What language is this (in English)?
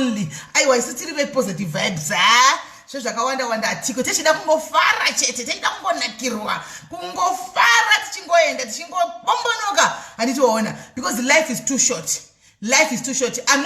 Shona